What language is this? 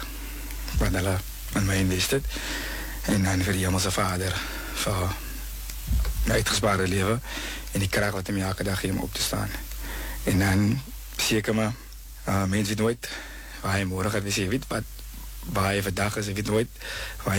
Afrikaans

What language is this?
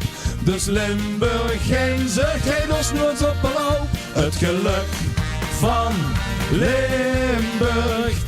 Limburgish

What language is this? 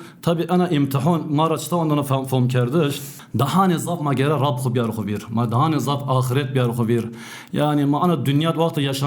Zaza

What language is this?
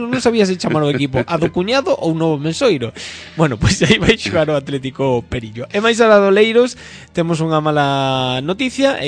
Galician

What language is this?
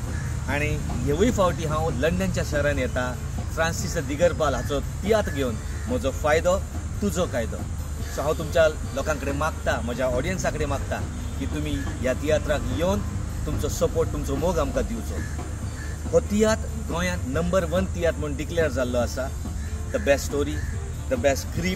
Konkani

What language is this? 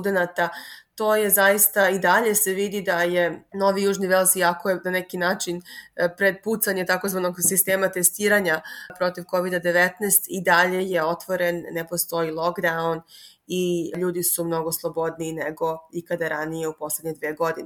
Serbian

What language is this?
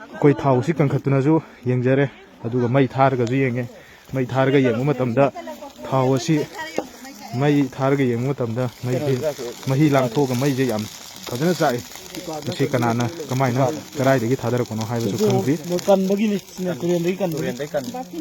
Manipuri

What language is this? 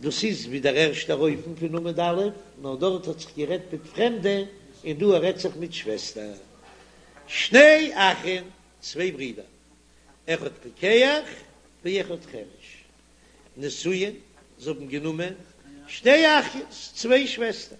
Yiddish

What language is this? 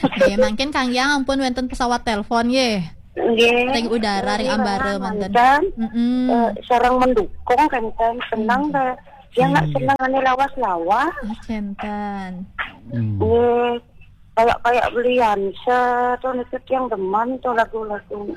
Balinese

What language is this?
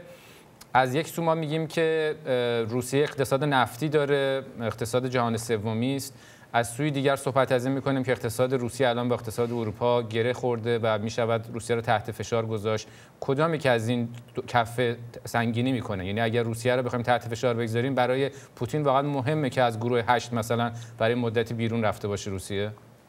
Persian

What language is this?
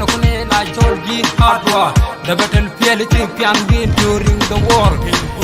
Nuer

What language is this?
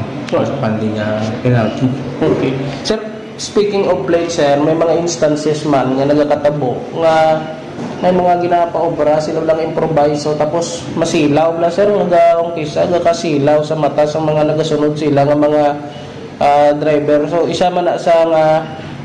Hiligaynon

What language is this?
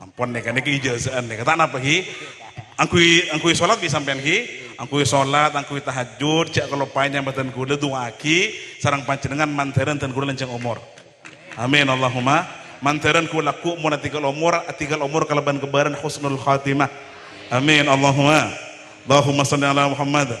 Madurese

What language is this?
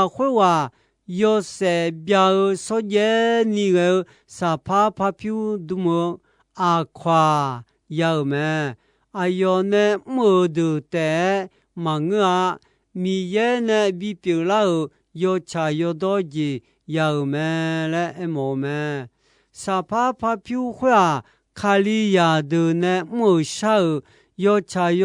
Akha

